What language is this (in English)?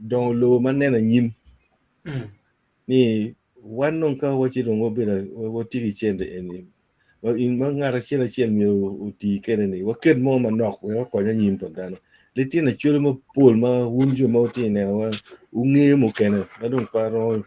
Acoli